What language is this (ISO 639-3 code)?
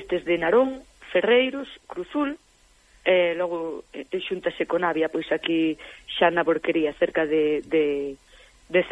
glg